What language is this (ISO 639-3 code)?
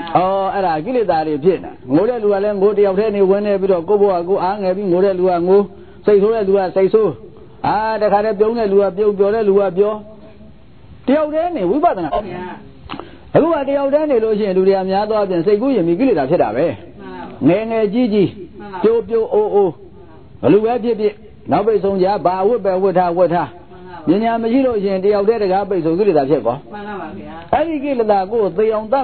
mya